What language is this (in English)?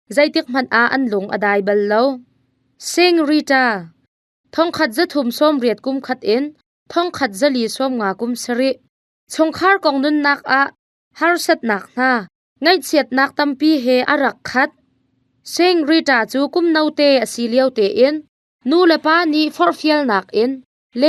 Hakha Chin